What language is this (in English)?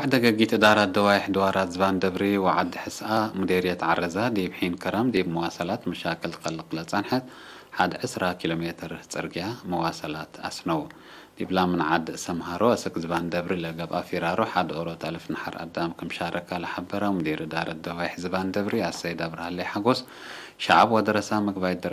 Tigre